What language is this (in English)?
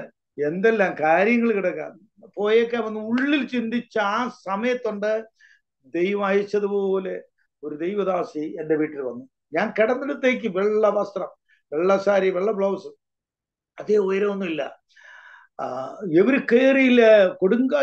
Malayalam